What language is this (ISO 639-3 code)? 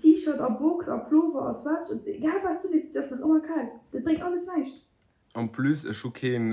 ltz